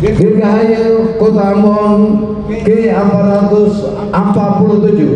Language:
Ambonese Malay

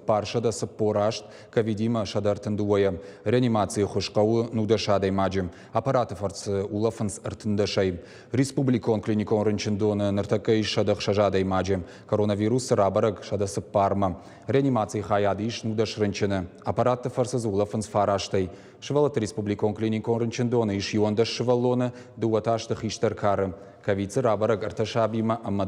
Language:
Ossetic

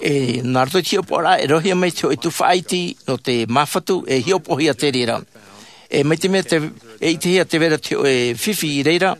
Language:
Tahitian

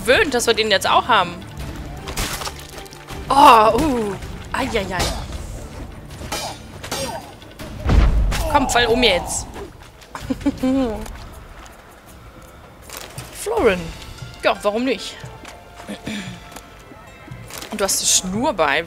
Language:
German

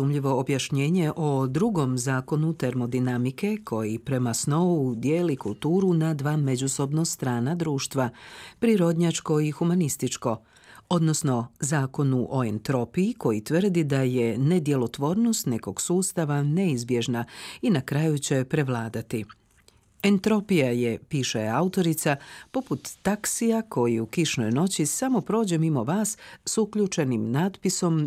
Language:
Croatian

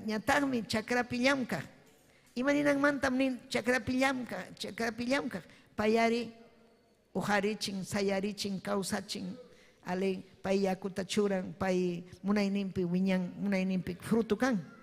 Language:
Ayacucho Quechua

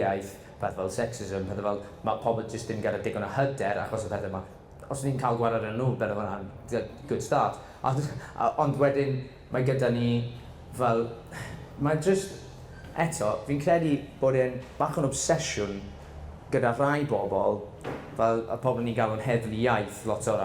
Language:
Welsh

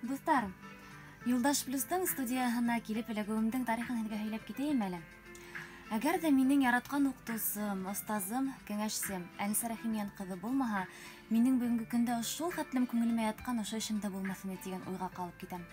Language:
Bashkir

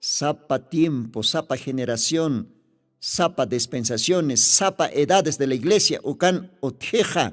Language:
Aymara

